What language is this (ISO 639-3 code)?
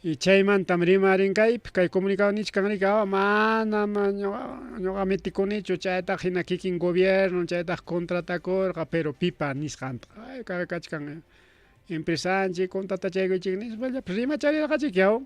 quy